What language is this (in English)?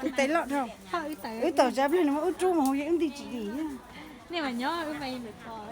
Hmong